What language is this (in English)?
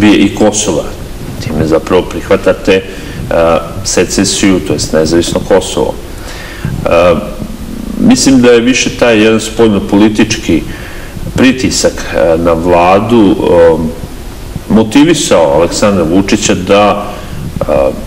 Serbian